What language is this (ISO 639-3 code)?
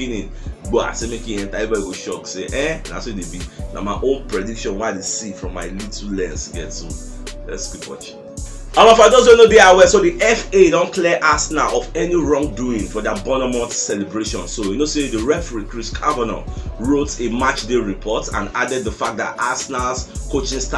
pcm